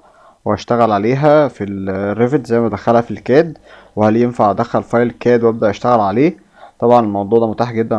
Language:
Egyptian Arabic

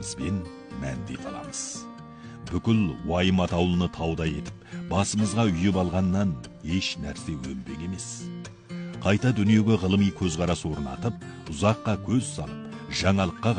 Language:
Kazakh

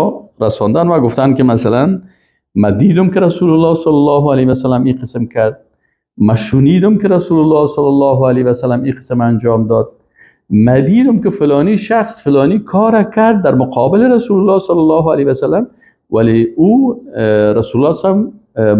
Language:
Persian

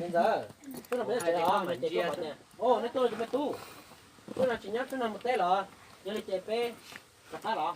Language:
Hmong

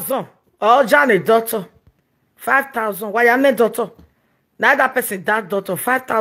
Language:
Nigerian Pidgin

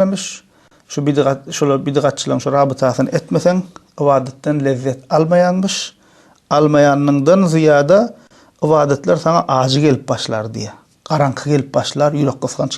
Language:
Turkmen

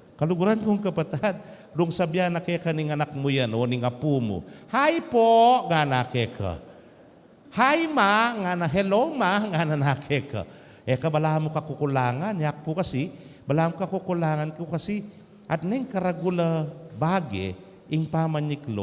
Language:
Pampanga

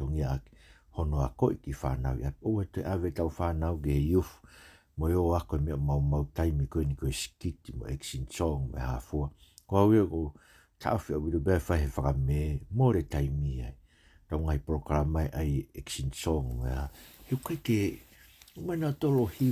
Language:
Tongan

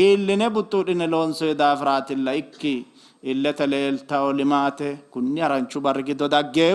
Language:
Sidamo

